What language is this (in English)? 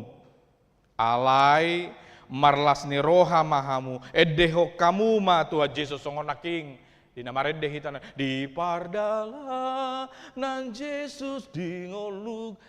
Batak Toba